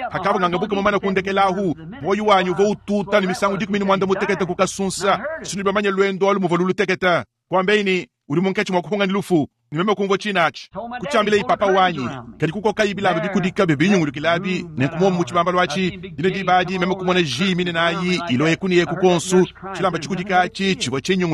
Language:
Luba-Lulua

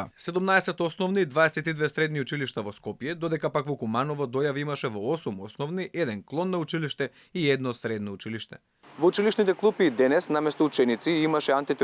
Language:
Macedonian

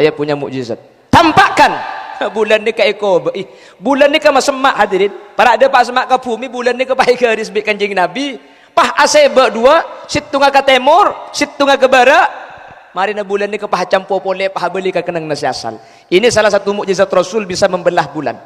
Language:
Madurese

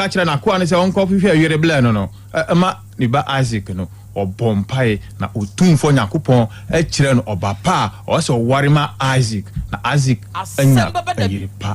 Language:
Akan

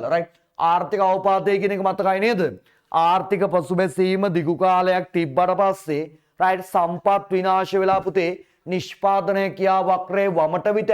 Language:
Sinhala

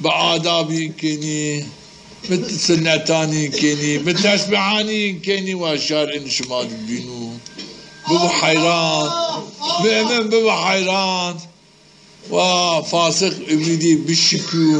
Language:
Zaza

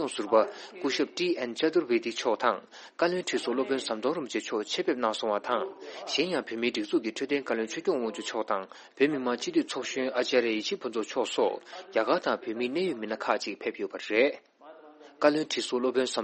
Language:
Tibetan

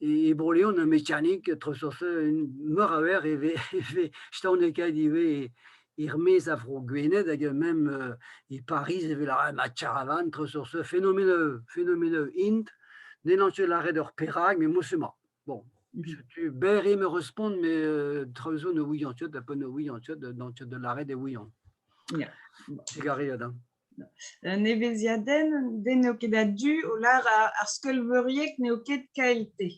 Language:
Breton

